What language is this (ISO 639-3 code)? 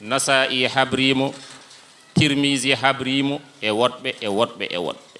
ful